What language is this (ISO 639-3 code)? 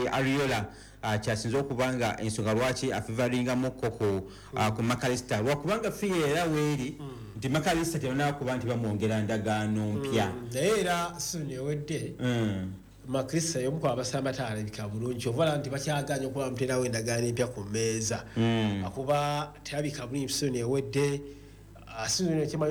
lug